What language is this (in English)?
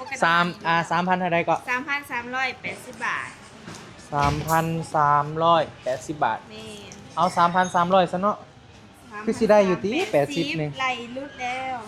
Northeastern Thai